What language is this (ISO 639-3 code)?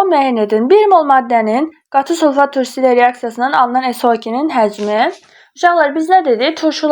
aze